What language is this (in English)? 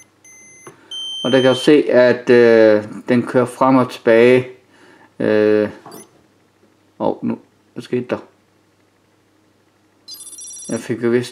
Danish